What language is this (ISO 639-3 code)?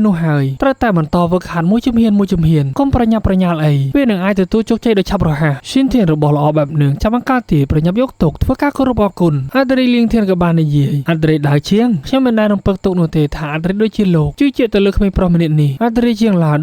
khm